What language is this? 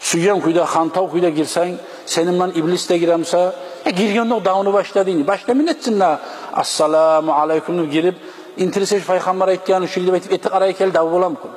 Kumyk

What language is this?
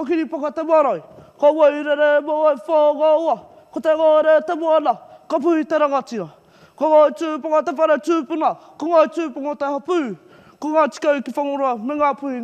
Māori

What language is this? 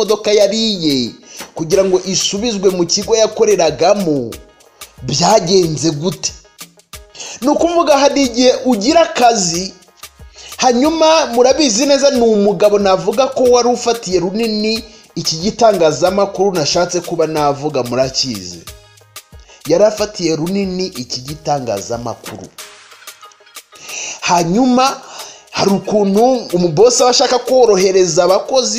Kinyarwanda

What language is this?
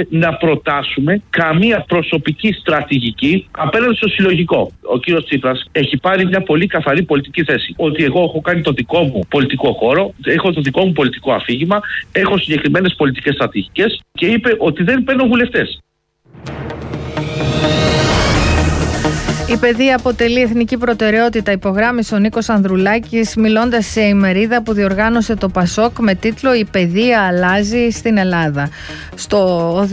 Greek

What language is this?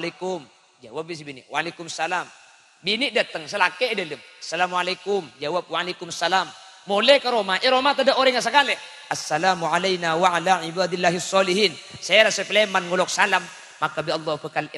Madurese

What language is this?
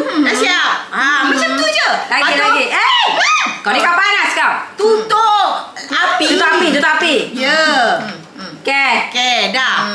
Malay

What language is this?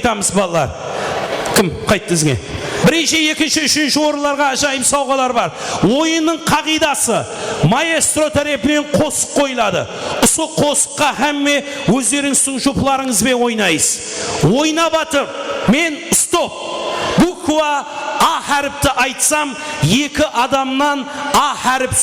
Kara-Kalpak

